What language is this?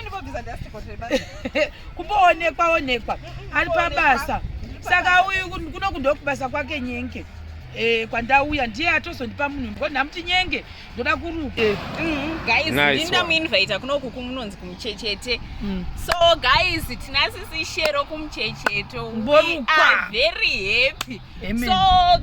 Shona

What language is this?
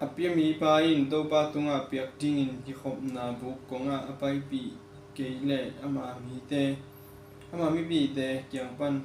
Tedim Chin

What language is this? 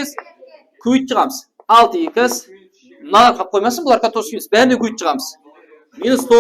Kara-Kalpak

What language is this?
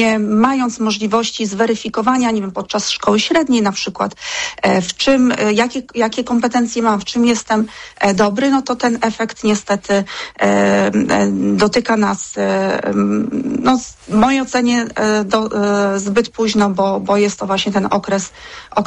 Polish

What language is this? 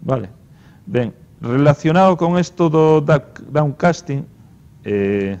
Galician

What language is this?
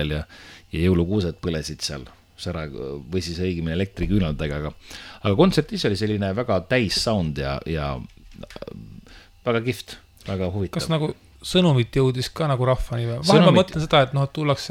Estonian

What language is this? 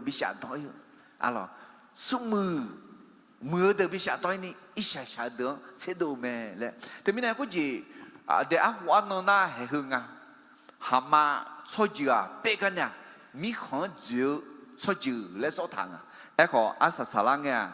Akha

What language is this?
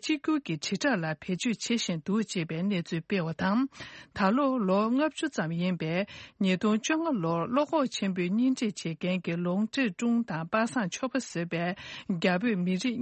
Tibetan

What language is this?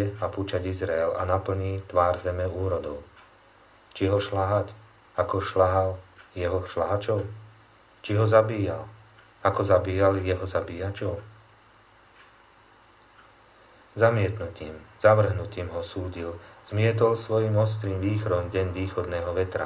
Slovak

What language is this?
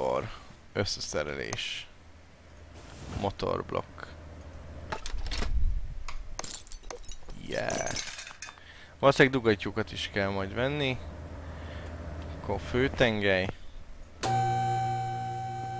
Hungarian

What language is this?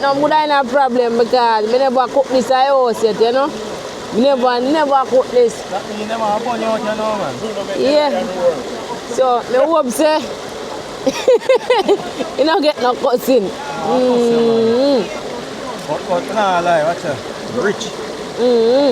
Jamaican Creole English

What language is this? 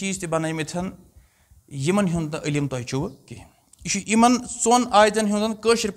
Kashmiri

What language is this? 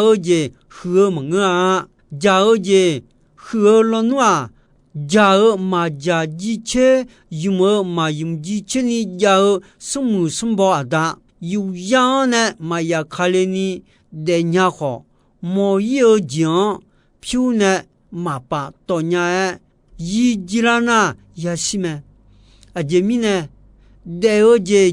Akha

